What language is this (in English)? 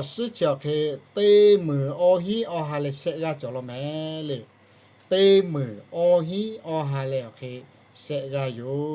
Lahu